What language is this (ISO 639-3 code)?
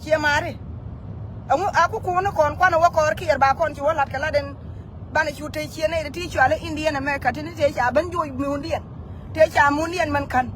nus